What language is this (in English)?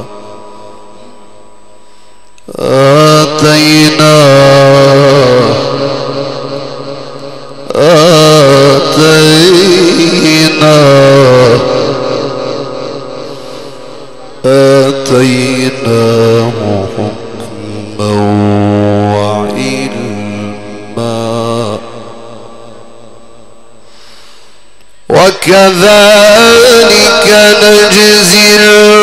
Arabic